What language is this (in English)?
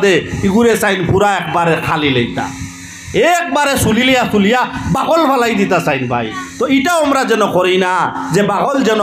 Sylheti